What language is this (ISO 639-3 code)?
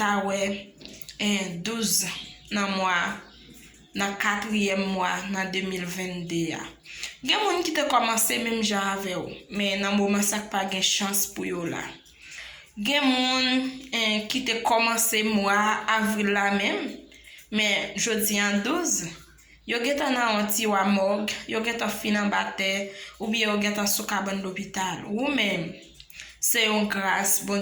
hat